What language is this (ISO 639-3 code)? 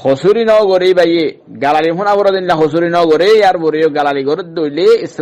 rhg